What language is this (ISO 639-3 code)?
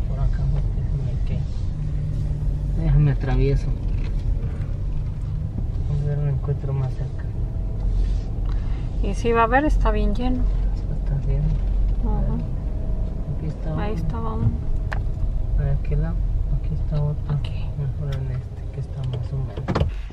spa